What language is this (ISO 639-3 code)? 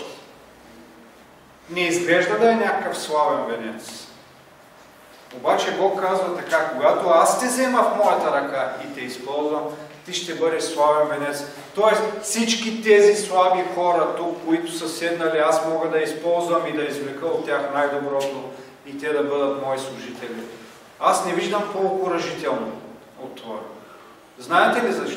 bul